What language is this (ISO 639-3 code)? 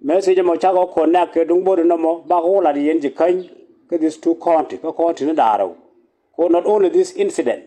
nus